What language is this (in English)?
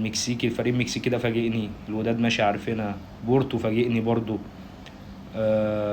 Egyptian Arabic